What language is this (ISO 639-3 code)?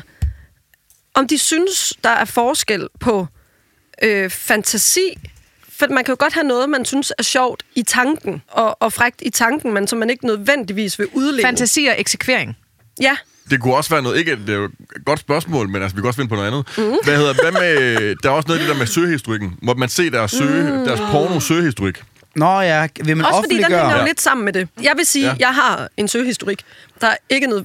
dan